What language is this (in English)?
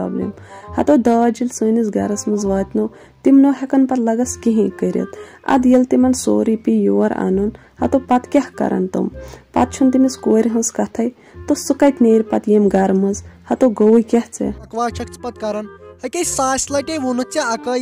Kashmiri